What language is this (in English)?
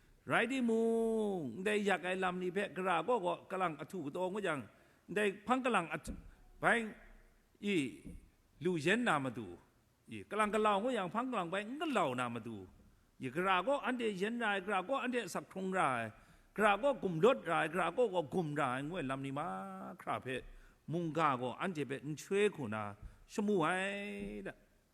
Kachin